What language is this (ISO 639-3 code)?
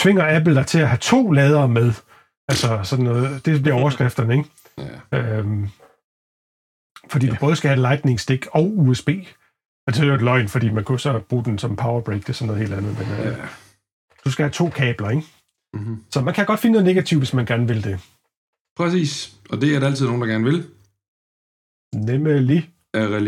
dan